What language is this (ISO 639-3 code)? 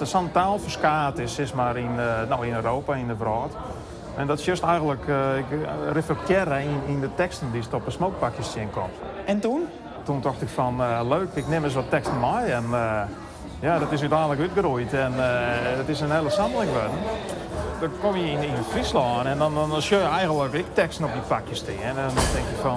fry